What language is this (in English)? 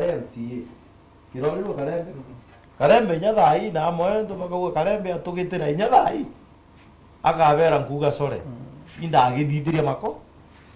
Meru